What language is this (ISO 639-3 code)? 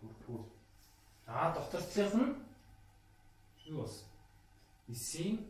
mon